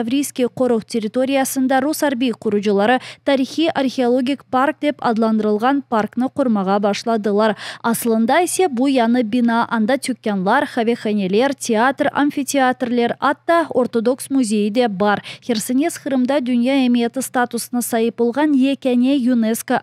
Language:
Crimean Tatar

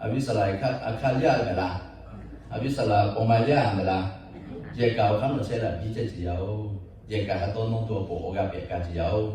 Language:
Lahu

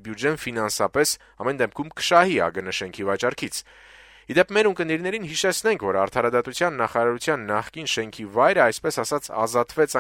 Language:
Armenian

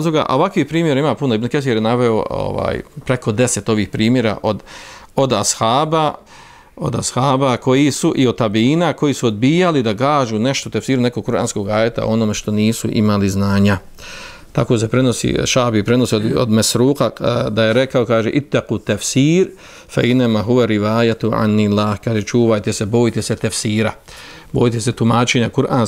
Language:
Bosnian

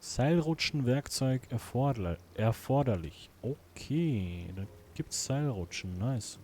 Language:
Swiss German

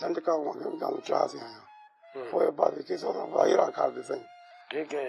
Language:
Saraiki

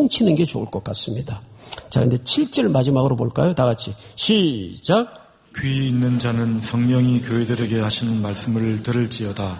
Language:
Korean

